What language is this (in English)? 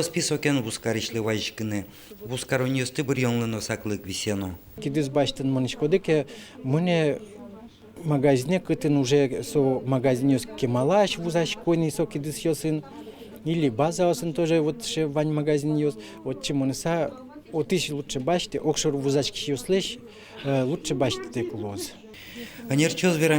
Udmurt